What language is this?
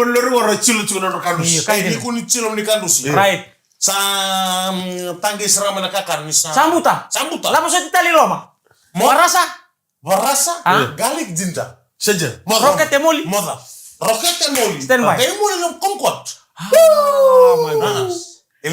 Fijian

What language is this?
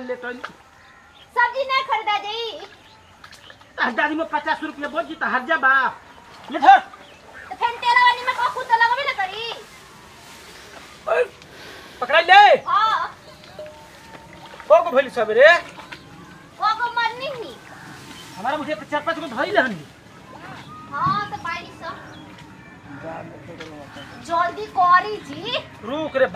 Bhojpuri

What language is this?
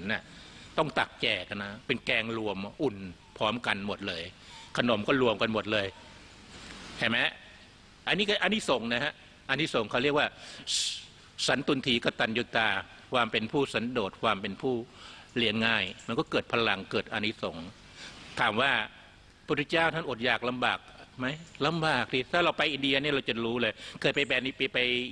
Thai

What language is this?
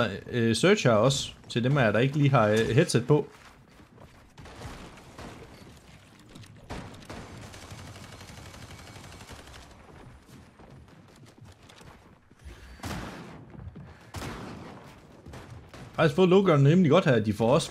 Danish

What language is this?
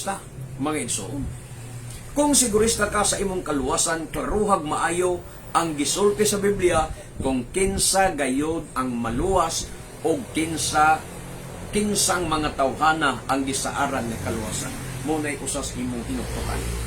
Cebuano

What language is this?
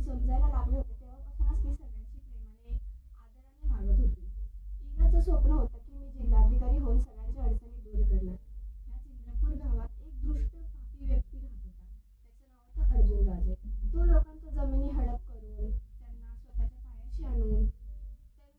Marathi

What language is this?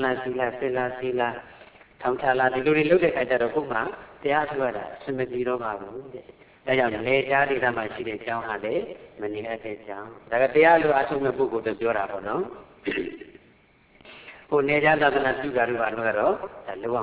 Burmese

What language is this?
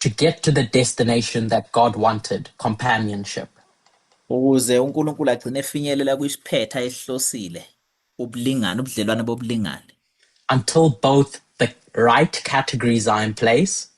Zulu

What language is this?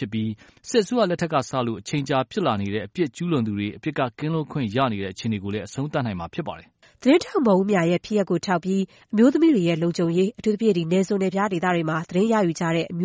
Burmese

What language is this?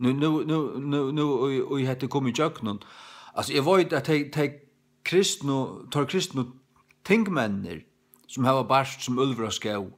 Faroese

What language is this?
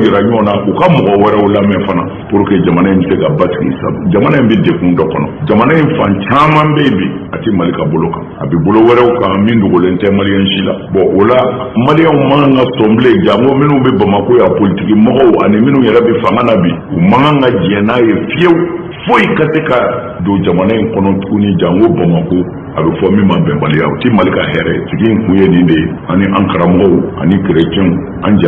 Bambara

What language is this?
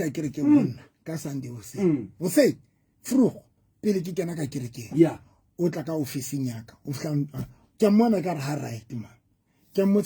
Southern Sotho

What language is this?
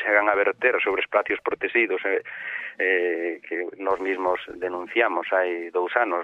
Galician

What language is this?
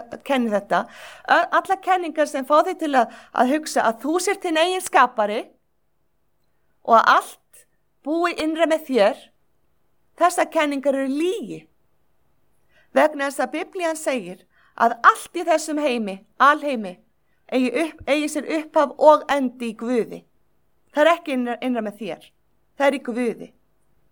Icelandic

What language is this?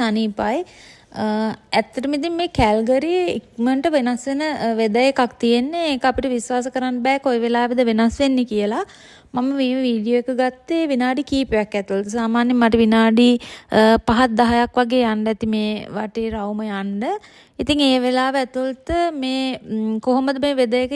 Sinhala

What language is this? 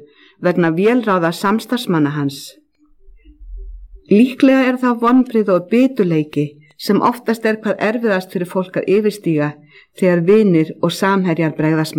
Icelandic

